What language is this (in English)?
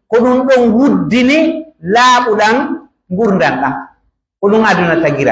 Pular